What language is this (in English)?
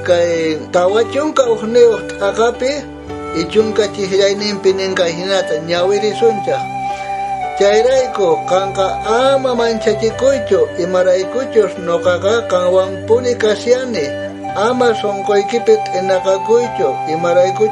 South Bolivian Quechua